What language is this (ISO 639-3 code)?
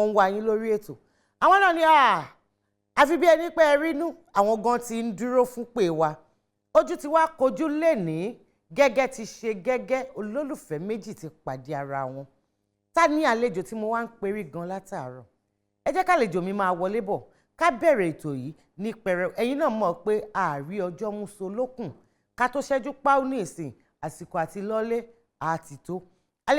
yor